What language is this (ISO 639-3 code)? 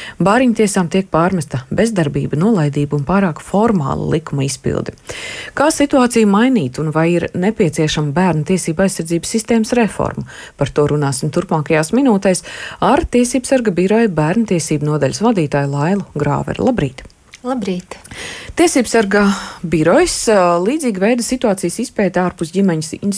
lav